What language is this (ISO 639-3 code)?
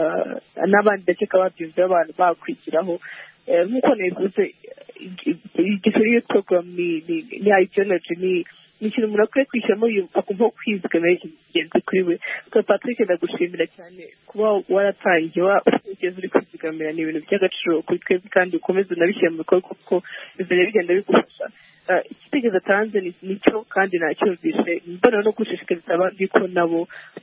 kin